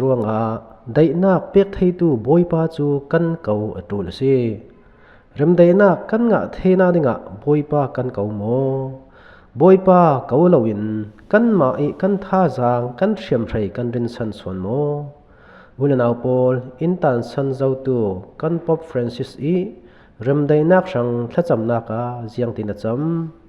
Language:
Falam Chin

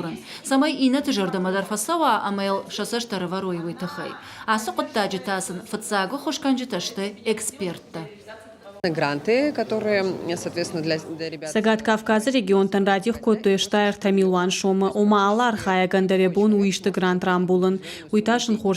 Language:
Ossetic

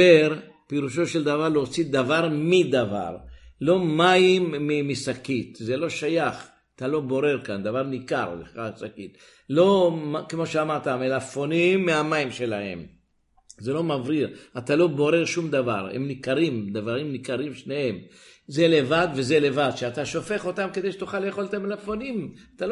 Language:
Hebrew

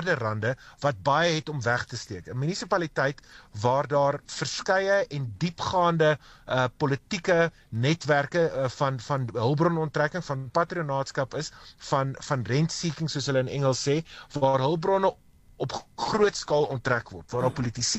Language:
Afrikaans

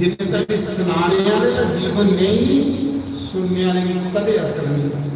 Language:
Dogri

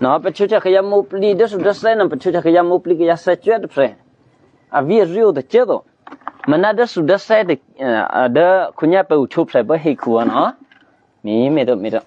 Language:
Eastern Kayah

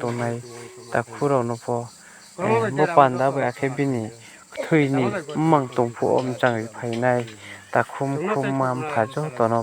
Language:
Riang (India)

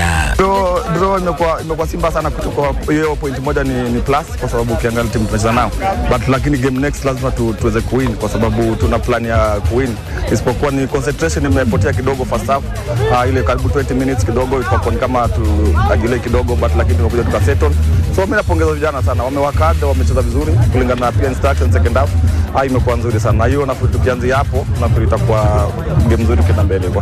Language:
Swahili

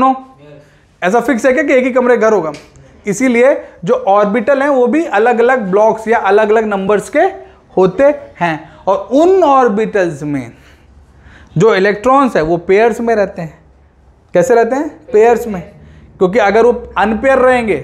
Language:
Hindi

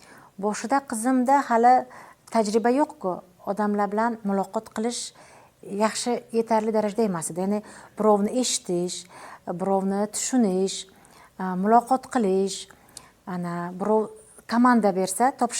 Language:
Uzbek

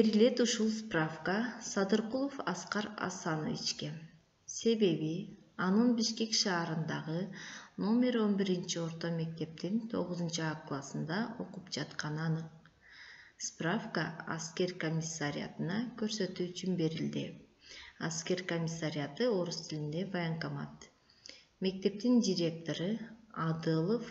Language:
Kyrgyz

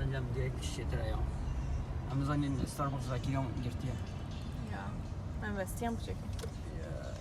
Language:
Kurdish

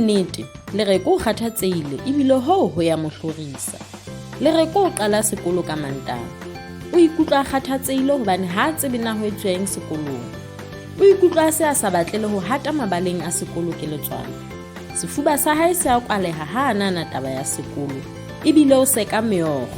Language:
Southern Sotho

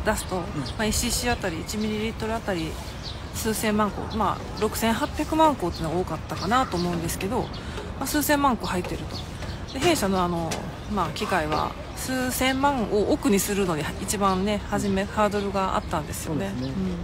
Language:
Japanese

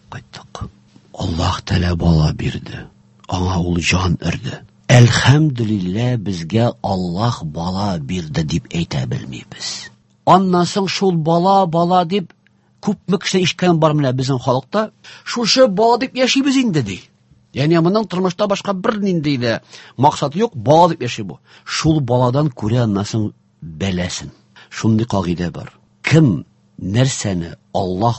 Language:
Tatar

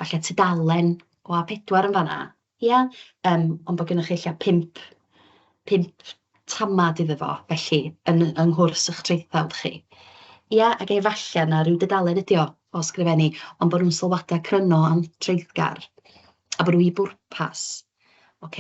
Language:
Welsh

